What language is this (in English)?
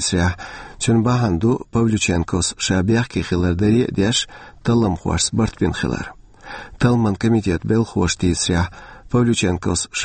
Chechen